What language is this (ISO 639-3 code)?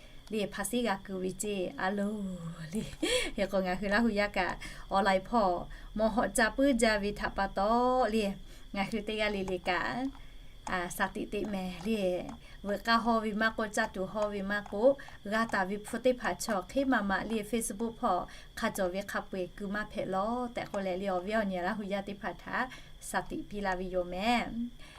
lhu